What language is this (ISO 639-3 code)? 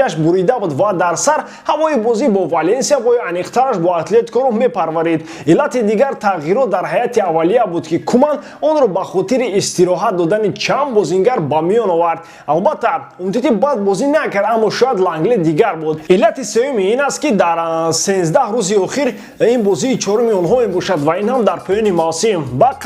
tgk